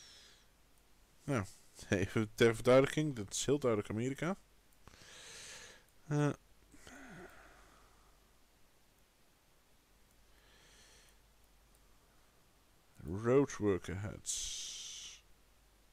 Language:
Dutch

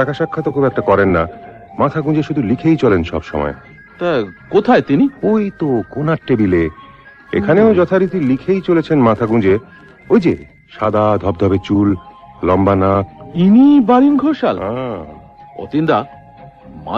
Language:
Bangla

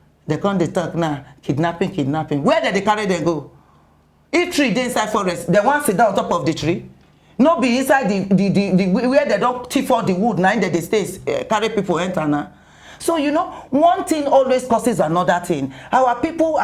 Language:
Nigerian Pidgin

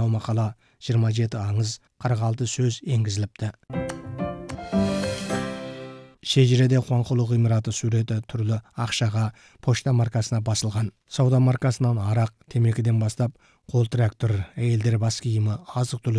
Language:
Kazakh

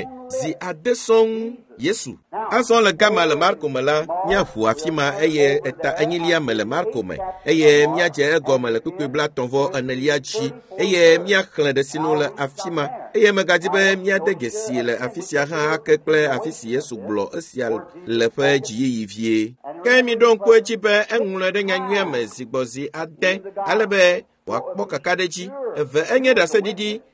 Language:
Ewe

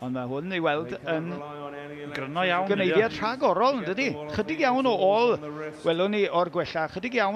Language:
Welsh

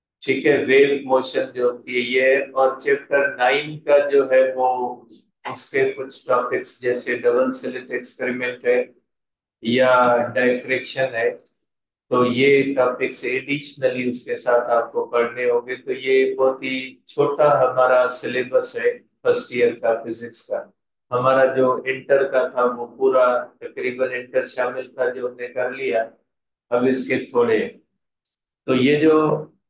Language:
Hindi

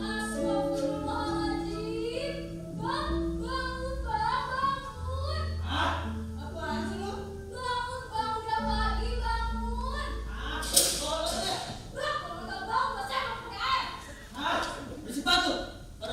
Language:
Betawi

